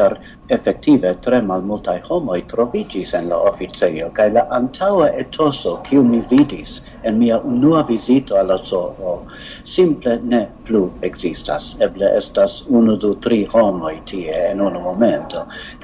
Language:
Esperanto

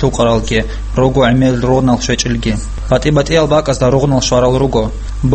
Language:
Avaric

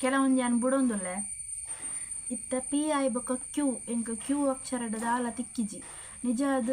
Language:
Tulu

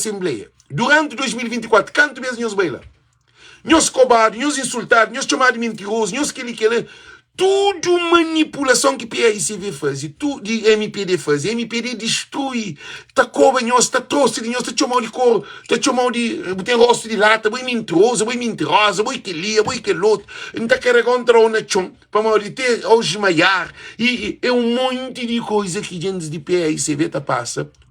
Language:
Kabuverdianu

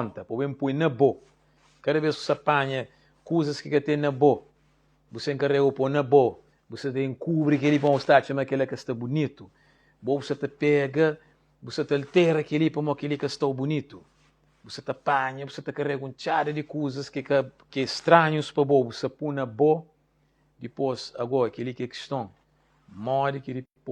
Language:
Kabuverdianu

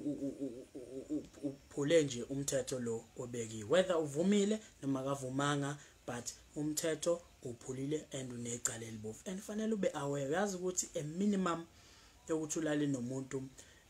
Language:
Zulu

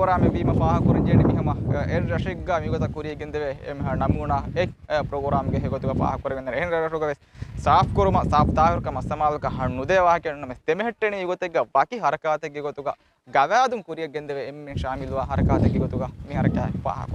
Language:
Divehi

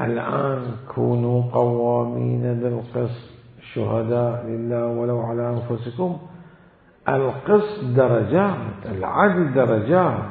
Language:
Mesopotamian Arabic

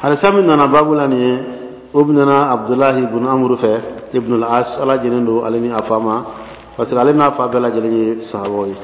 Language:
Bambara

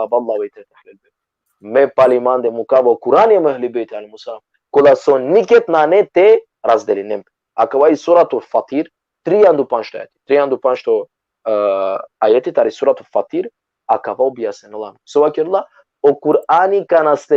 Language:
Balkan Romani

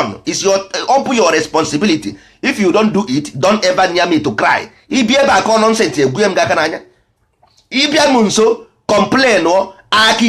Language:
Igbo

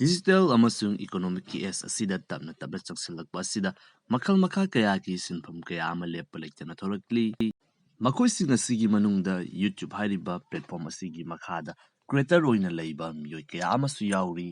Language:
Manipuri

